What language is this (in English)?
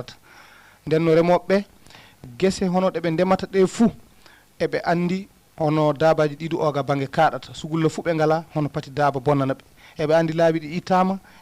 Fula